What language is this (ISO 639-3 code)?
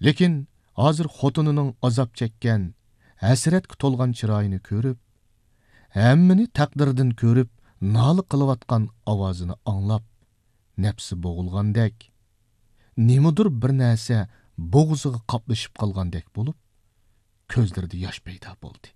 uig